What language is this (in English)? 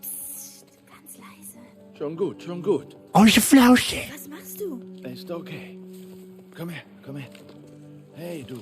Bavarian